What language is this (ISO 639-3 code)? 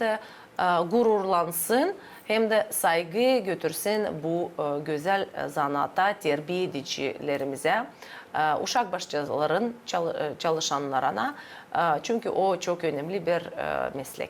gag